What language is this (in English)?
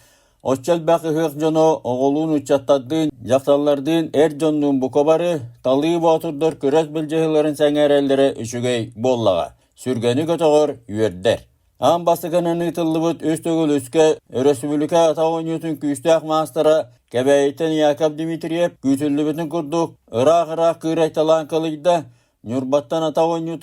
Yakut